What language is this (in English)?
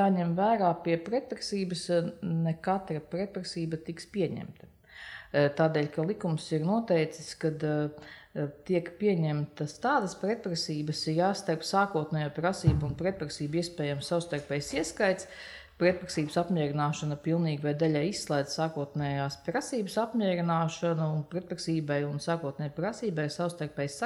Latvian